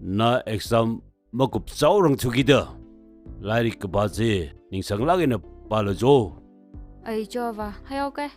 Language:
Tangkhul Naga (India)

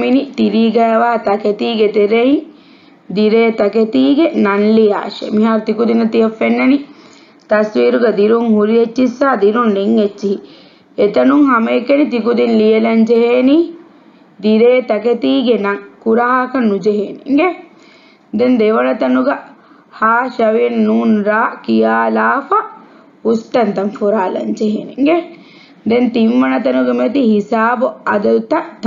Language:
Divehi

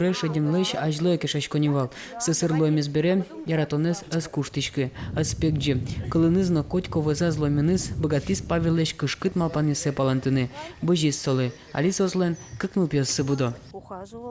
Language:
Udmurt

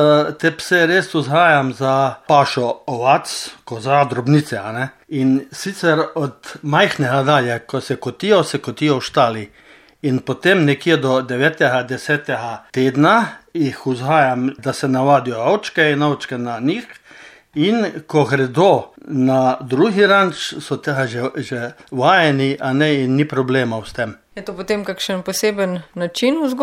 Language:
Slovenian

